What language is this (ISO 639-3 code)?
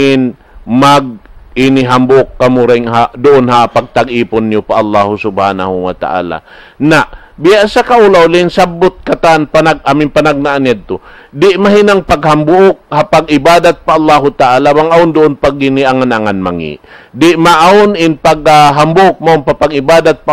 tsg